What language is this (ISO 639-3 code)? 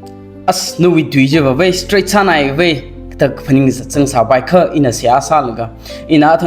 nmf